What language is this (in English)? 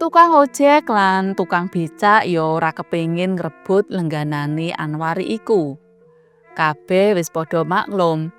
Javanese